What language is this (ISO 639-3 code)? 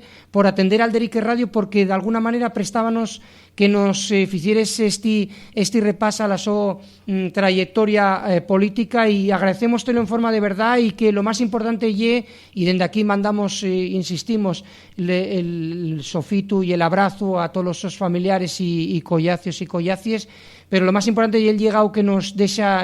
ast